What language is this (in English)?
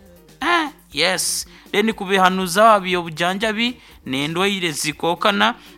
Nyoro